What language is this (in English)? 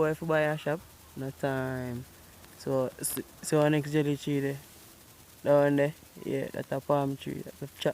Jamaican Creole English